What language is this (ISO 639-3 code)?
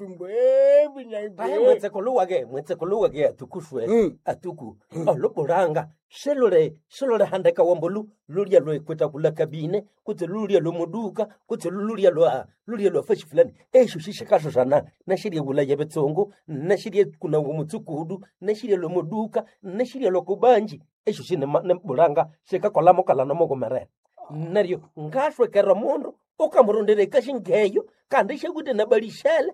nnb